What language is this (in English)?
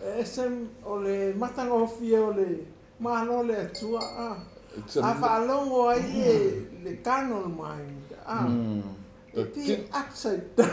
Samoan